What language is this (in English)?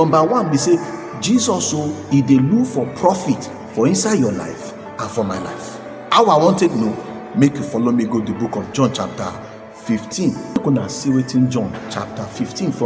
Nigerian Pidgin